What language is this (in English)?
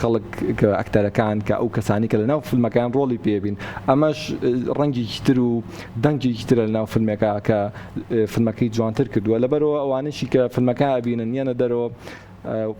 Central Kurdish